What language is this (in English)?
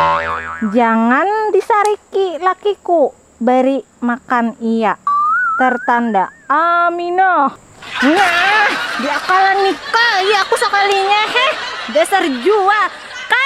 Banjar